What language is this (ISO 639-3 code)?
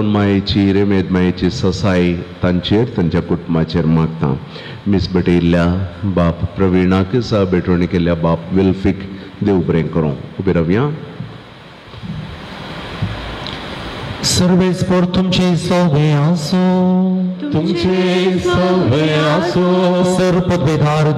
kok